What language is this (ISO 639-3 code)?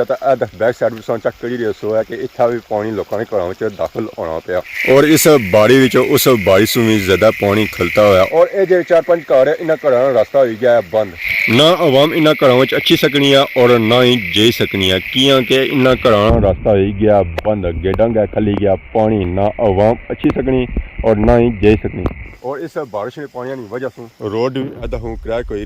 phr